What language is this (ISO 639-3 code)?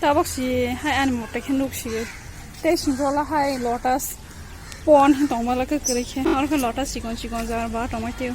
trp